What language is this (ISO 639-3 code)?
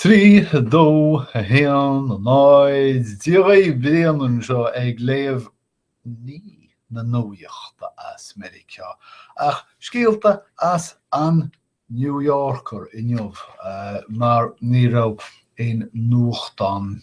gle